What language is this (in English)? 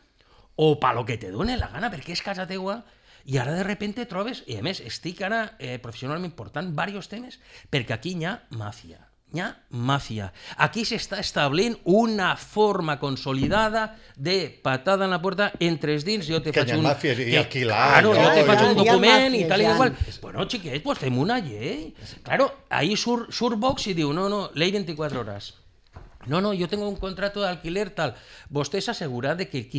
Catalan